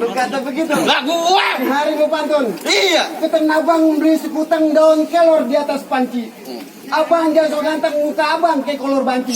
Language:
Betawi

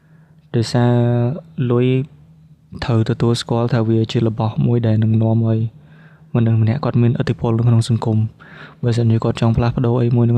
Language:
Khmer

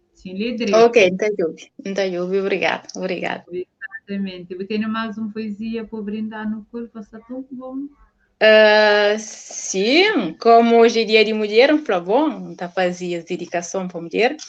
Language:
Kabuverdianu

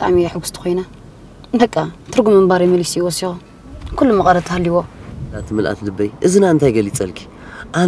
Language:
Tigrinya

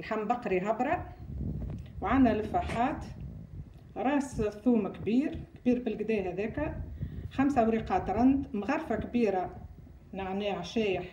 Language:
Tunisian Arabic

